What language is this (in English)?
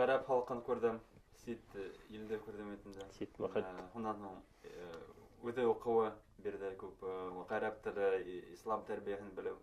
Bashkir